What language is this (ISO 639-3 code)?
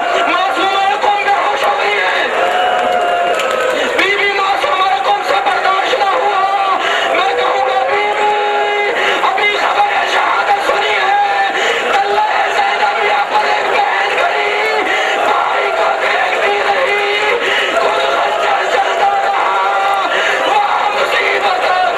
urd